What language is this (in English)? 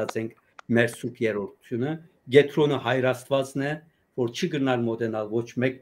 Western Armenian